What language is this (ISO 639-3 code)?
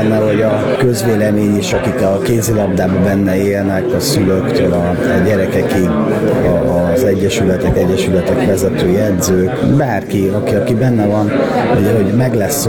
hun